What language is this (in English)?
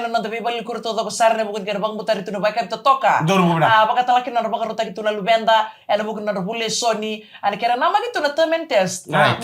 Fijian